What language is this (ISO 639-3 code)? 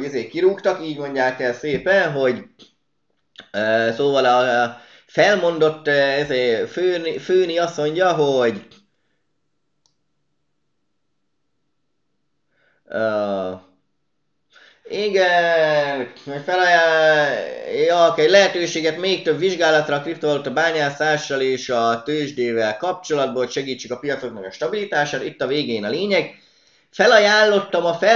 hun